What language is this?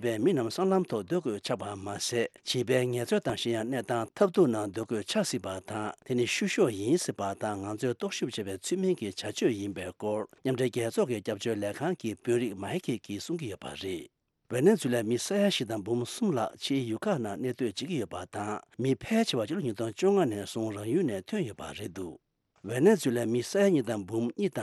Tibetan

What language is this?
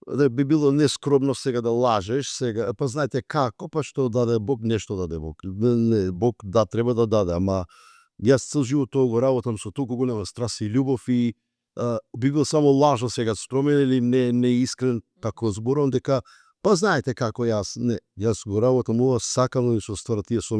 Macedonian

